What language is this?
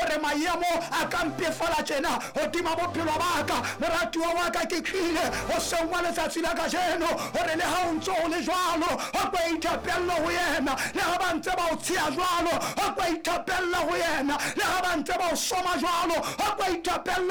Southern Sotho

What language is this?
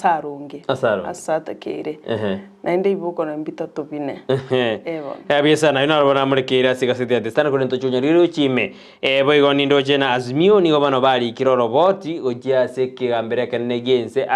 Gusii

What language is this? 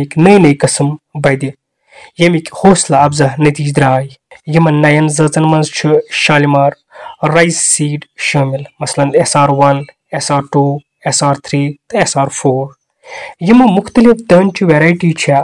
Kashmiri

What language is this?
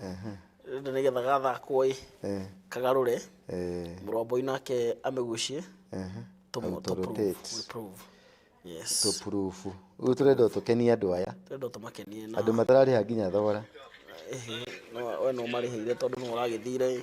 Kikuyu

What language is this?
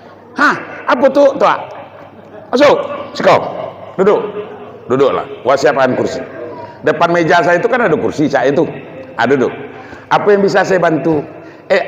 Minangkabau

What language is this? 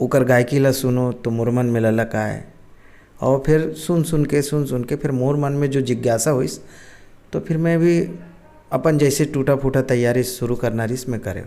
Chhattisgarhi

